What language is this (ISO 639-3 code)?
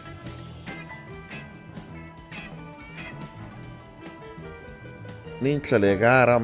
hun